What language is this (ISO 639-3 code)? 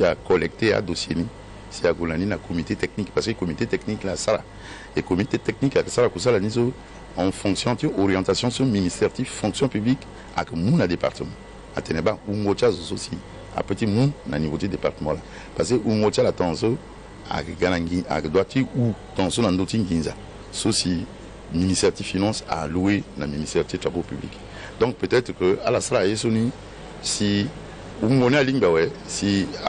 sag